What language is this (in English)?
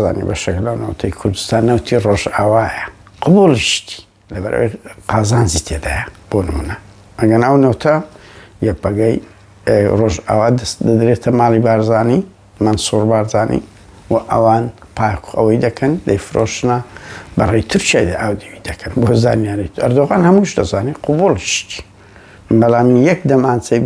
Central Kurdish